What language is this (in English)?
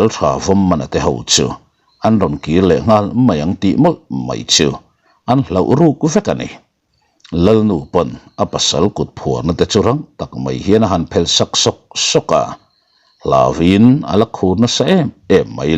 Mizo